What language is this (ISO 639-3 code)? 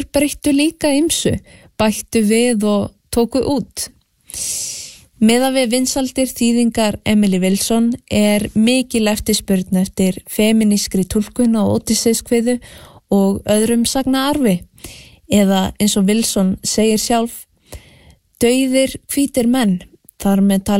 isl